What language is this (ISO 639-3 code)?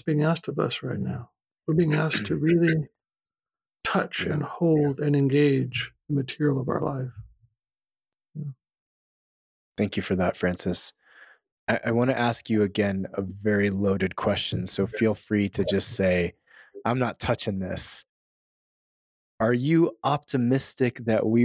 eng